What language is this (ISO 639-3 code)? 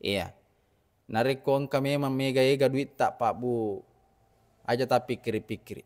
bug